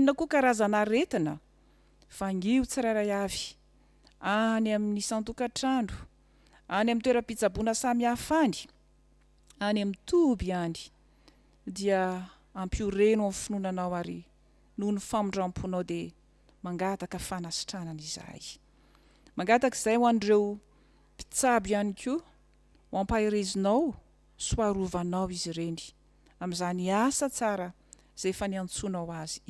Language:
Malagasy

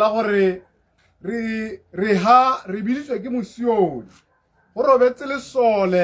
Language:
Tswana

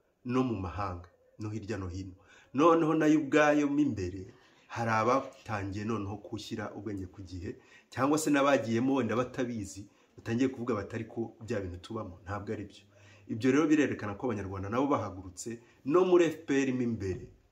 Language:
Kinyarwanda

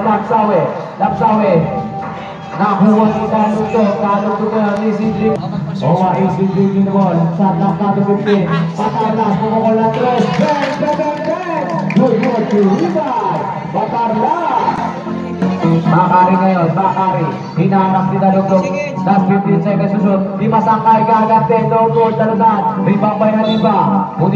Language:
Filipino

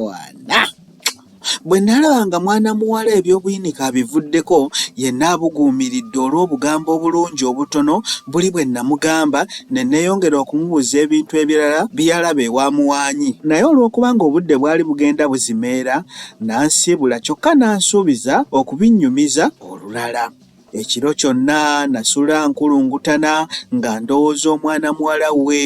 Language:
Ganda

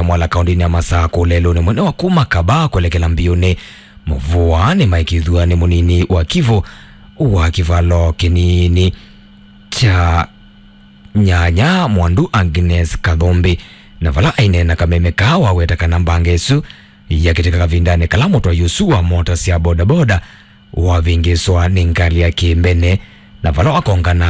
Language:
Kamba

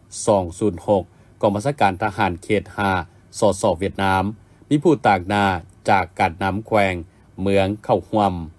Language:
Lao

